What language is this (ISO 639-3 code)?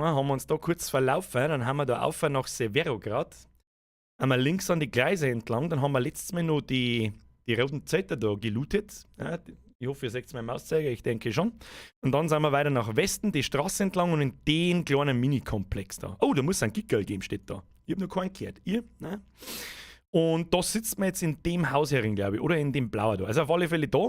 bar